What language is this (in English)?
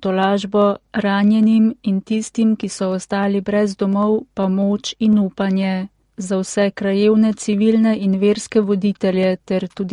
Slovenian